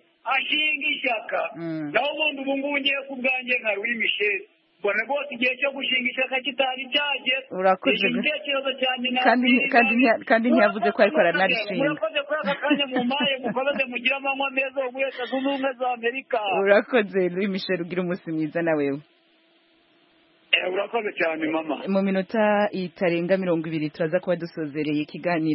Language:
Kinyarwanda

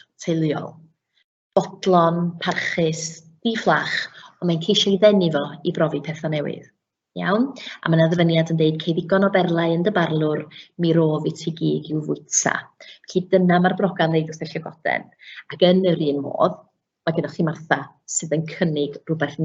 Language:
Welsh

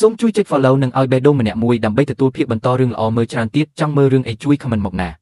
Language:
Khmer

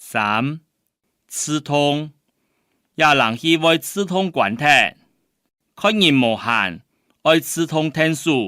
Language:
Hakka Chinese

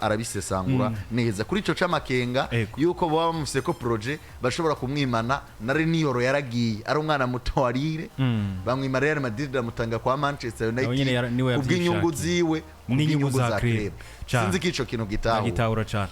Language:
Rundi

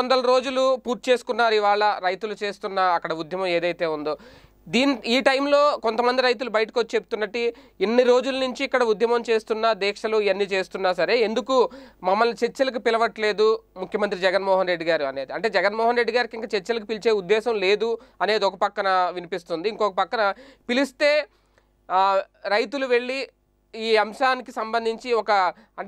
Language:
Telugu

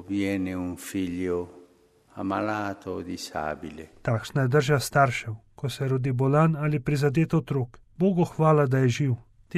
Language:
Slovenian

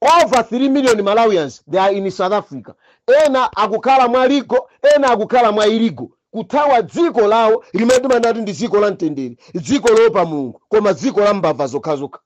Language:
Nyanja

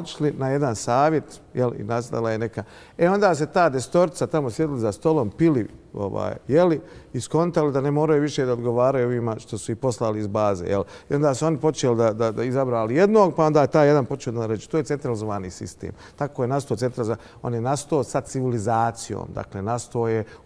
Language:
Bosnian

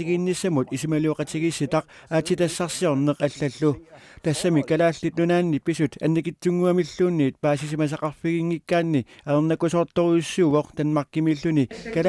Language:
Kalaallisut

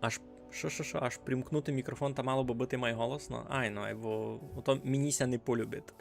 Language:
Rusyn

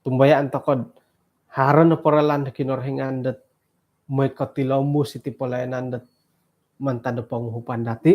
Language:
Central Dusun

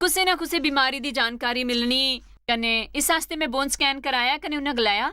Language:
Dogri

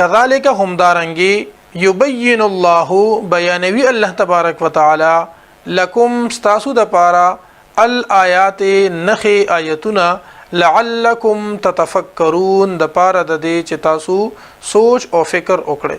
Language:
Pashto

